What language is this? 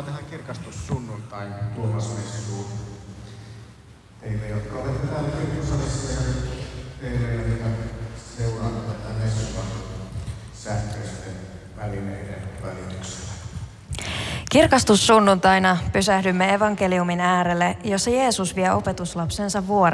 Finnish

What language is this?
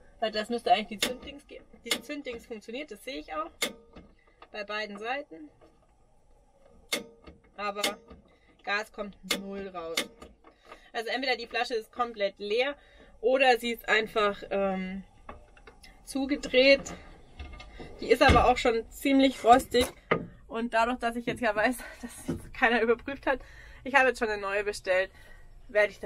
German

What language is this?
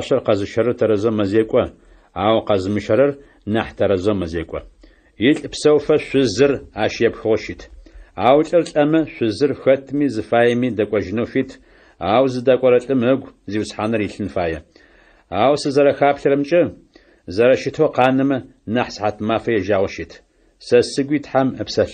Adyghe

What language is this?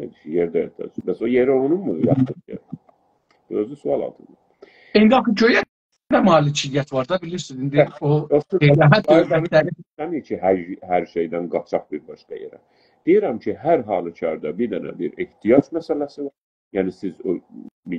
South Azerbaijani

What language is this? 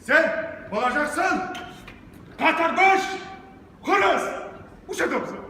Kumyk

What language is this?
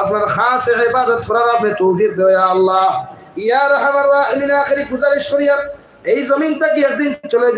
Sylheti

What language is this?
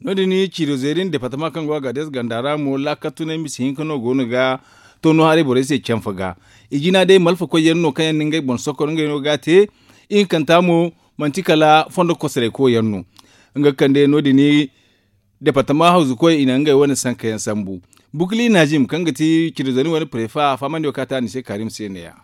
Zarma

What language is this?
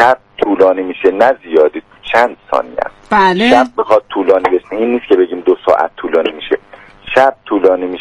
Persian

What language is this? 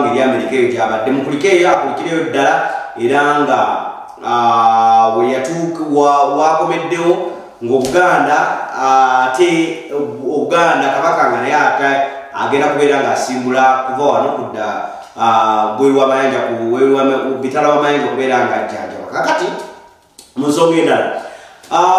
Ganda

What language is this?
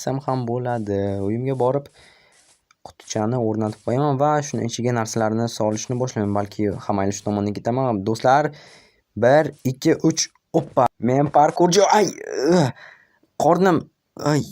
Uzbek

